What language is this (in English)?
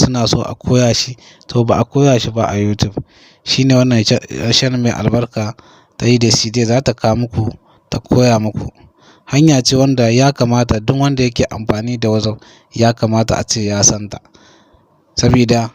Hausa